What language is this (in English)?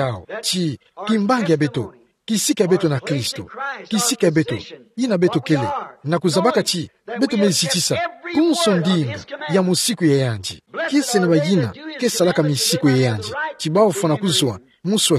Kituba (Democratic Republic of Congo)